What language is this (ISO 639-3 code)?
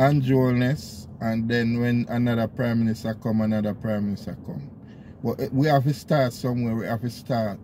jam